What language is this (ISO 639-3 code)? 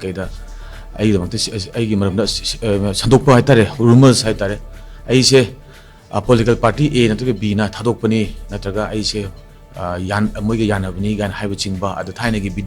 mni